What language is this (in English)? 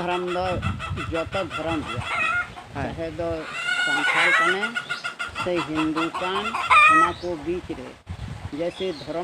Santali